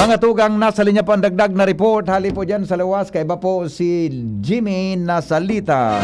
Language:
Bikol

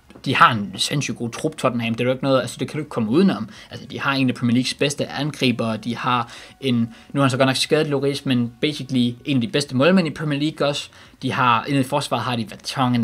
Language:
Danish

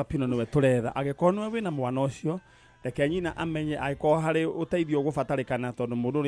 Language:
Kikuyu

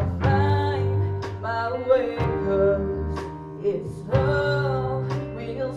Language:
Danish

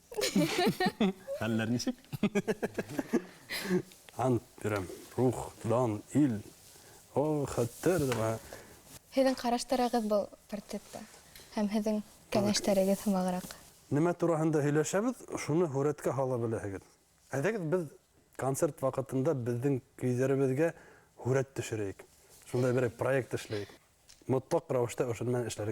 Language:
Bashkir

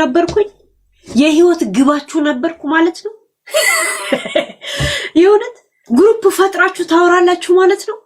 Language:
Amharic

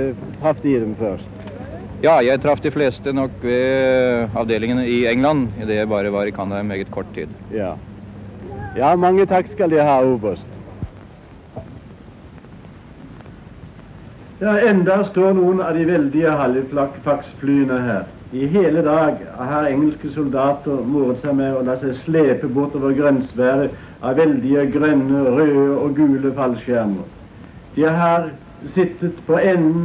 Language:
Norwegian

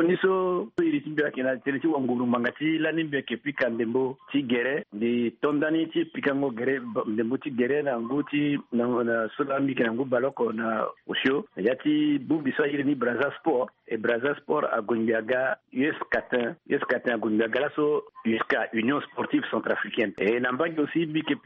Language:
Sango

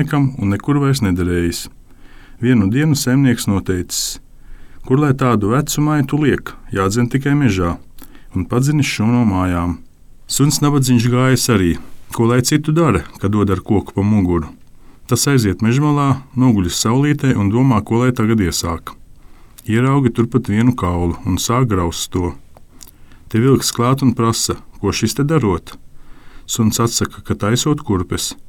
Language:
Latvian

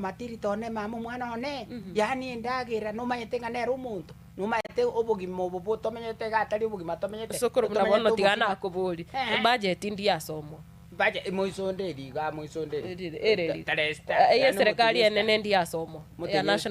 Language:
Gusii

